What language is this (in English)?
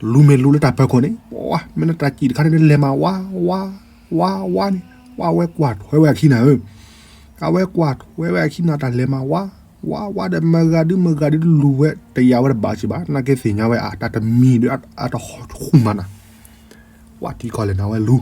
S'gaw Karen